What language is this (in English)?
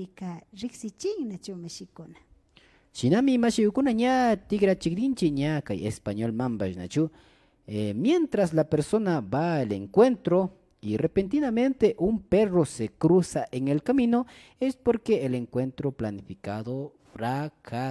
Imbabura Highland Quichua